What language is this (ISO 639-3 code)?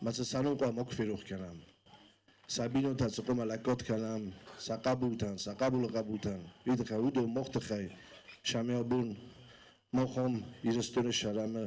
oss